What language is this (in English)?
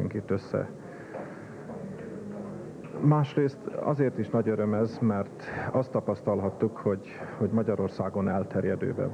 Hungarian